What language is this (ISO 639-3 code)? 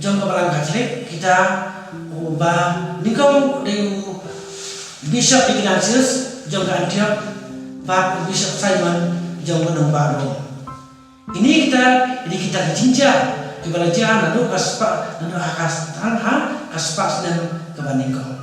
kha